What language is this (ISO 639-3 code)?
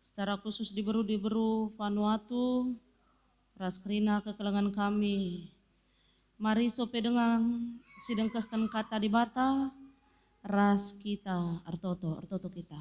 btx